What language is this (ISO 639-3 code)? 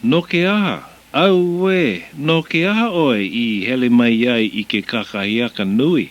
haw